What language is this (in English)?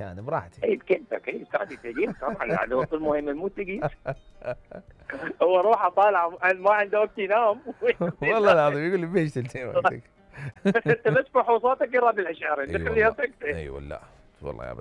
Mesopotamian Arabic